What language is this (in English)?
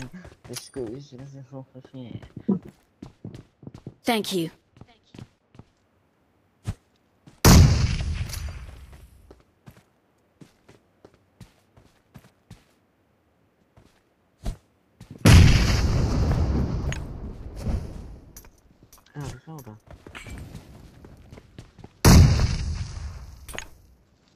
Indonesian